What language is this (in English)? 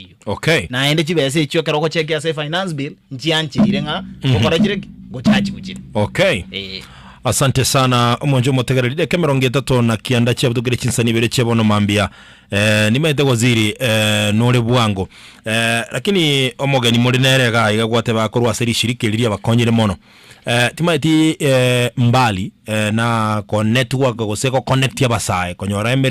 Gusii